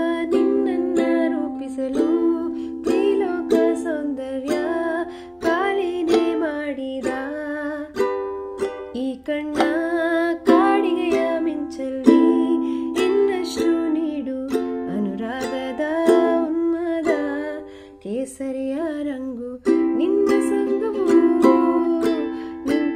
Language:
Kannada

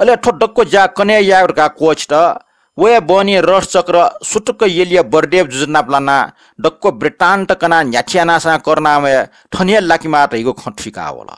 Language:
Newari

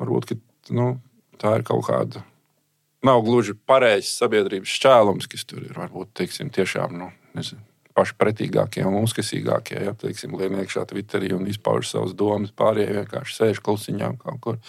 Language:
Latvian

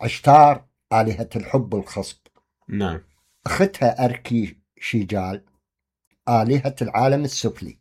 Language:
Mesopotamian Arabic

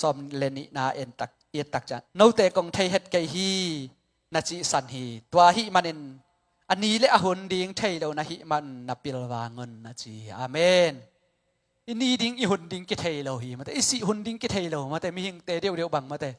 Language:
Tedim Chin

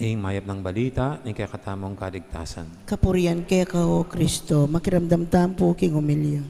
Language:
Pampanga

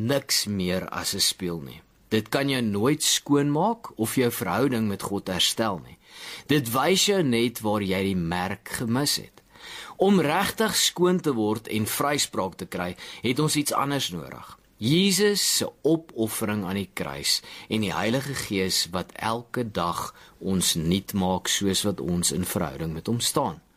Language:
Afrikaans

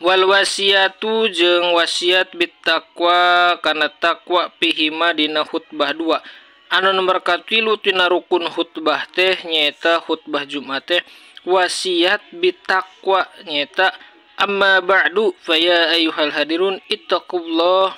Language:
Sundanese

